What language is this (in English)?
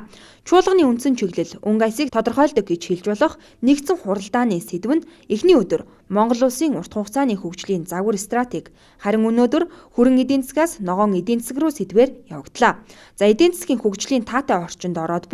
Mongolian